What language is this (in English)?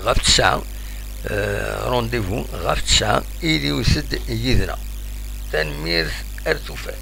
Kabyle